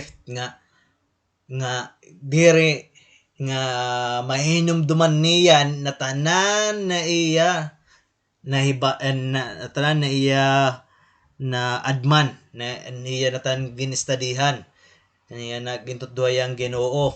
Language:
Waray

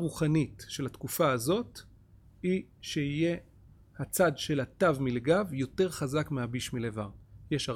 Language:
Hebrew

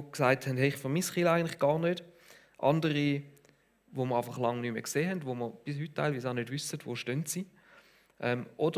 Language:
Swiss German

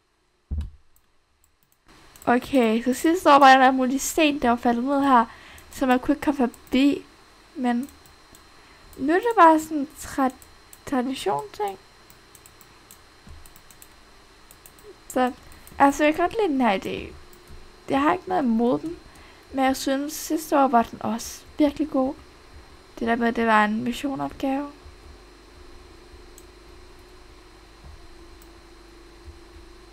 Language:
Danish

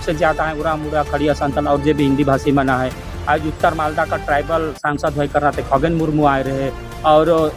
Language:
Sadri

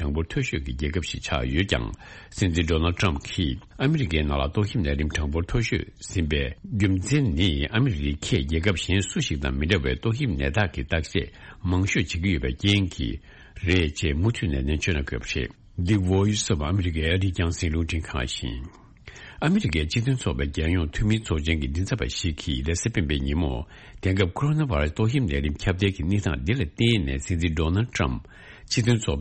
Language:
Tibetan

